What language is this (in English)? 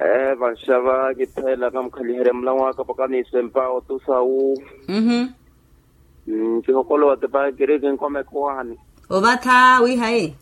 Makhuwa